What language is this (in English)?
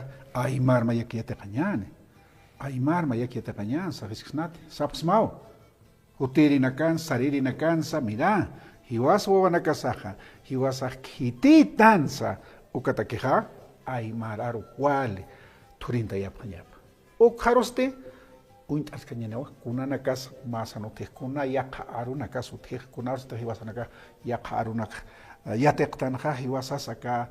Aymara